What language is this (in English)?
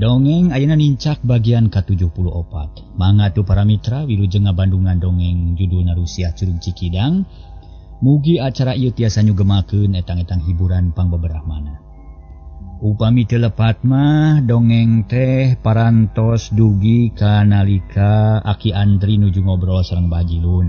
Sundanese